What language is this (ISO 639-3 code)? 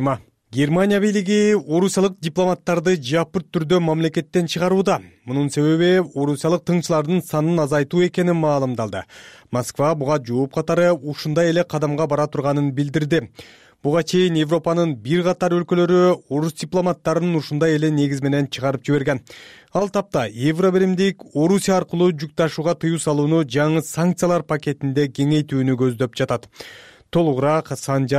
kir